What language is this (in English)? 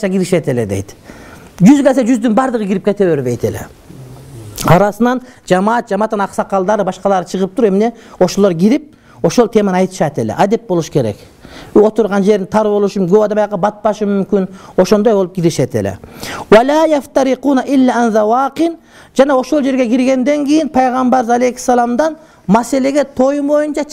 Kyrgyz